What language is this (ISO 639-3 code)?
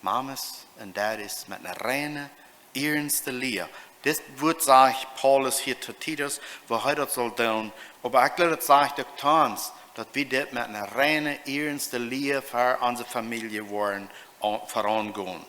pdt